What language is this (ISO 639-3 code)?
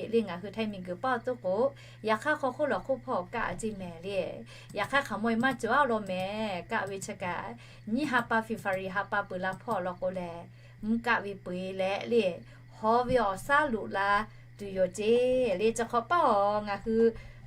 lhu